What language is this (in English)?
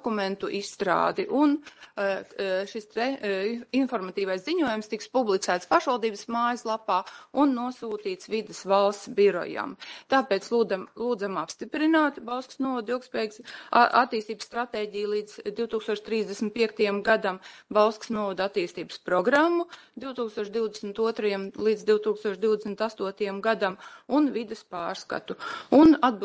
Latvian